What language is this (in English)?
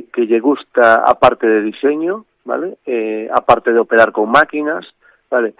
Galician